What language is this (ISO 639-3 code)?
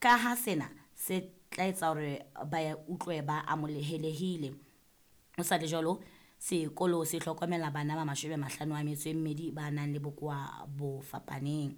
sot